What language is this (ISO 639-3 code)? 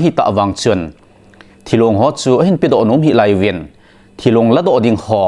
tcz